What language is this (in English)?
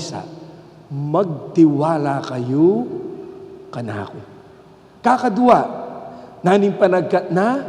Pampanga